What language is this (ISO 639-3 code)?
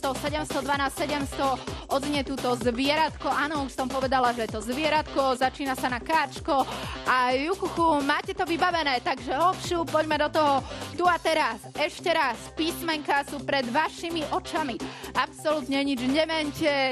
slk